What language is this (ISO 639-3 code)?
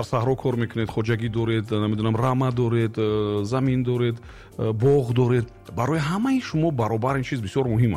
tgk